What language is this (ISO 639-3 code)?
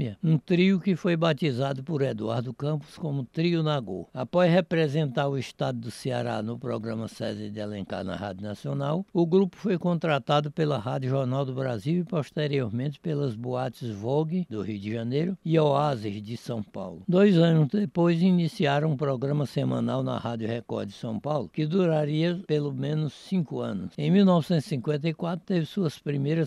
por